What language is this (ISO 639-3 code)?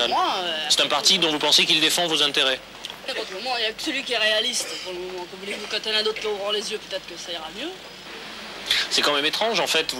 fra